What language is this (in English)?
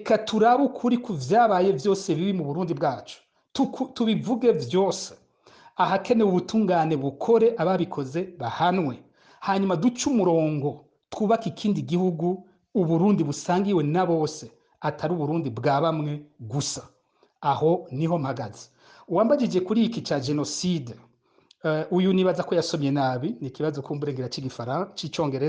Rundi